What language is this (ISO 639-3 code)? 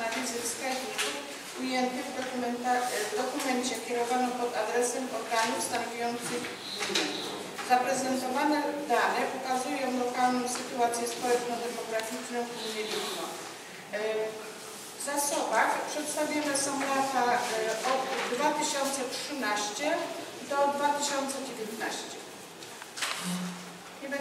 pol